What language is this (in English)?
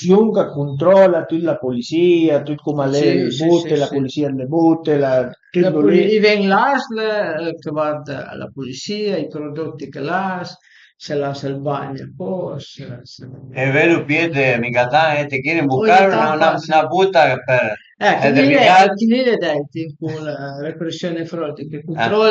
Piedmontese